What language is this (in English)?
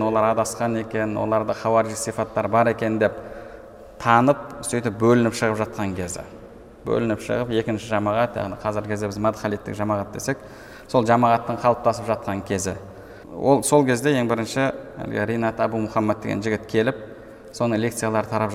Kazakh